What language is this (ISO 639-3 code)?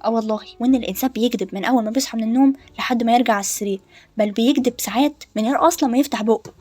arz